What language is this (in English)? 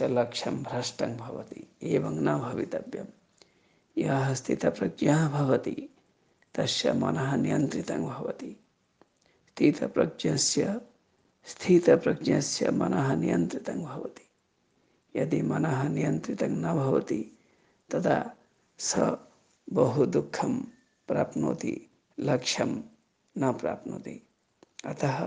Sanskrit